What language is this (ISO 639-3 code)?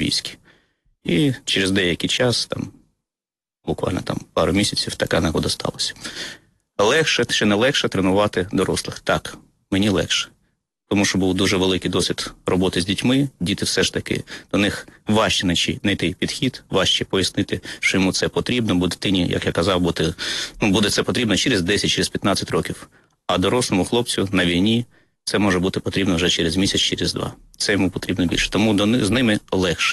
ukr